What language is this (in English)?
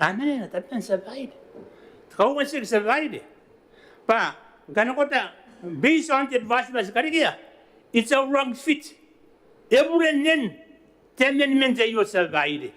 Gilbertese